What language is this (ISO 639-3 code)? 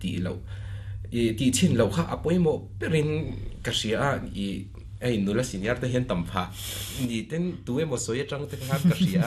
lus